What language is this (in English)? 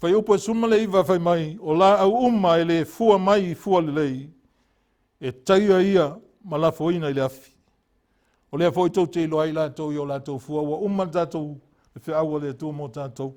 Samoan